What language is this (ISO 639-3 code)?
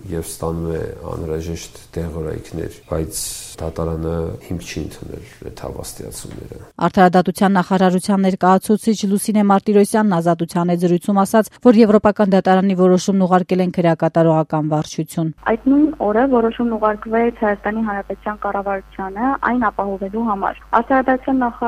hye